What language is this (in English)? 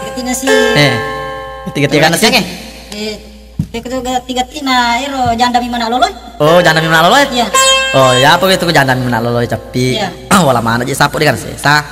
Buginese